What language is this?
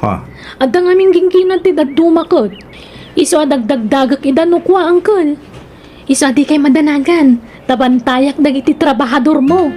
Iloko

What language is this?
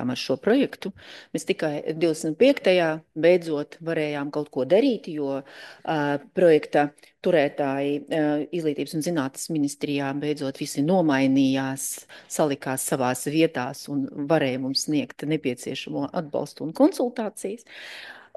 Latvian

